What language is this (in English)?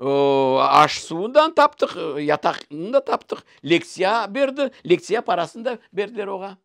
Crimean Tatar